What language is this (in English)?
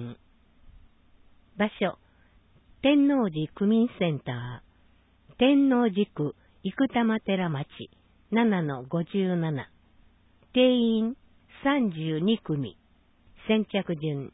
Japanese